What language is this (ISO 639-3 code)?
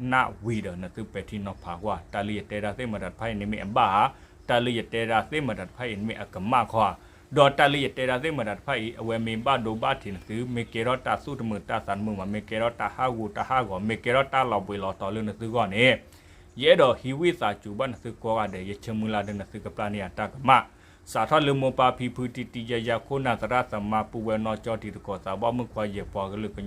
ksw